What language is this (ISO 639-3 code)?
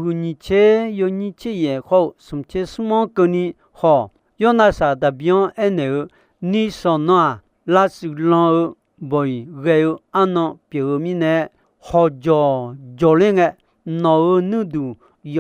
ahk